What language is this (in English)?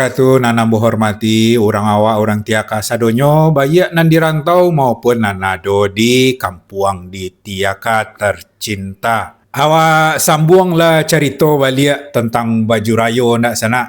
Minangkabau